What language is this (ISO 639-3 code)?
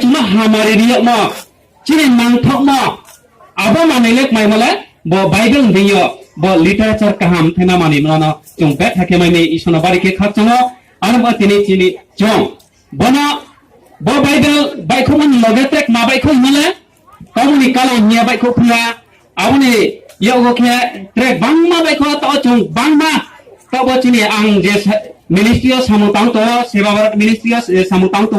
ria